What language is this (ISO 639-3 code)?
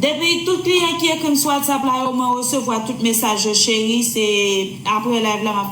hat